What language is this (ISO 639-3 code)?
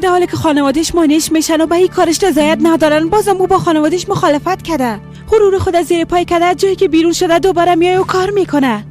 fas